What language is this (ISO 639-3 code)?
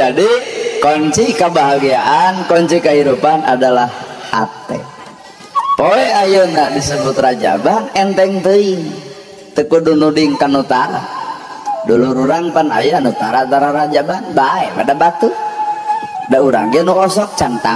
sun